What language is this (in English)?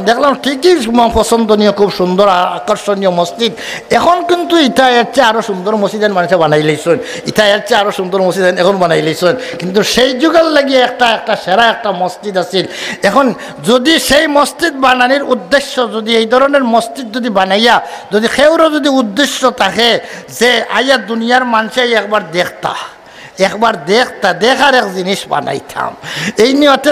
Sylheti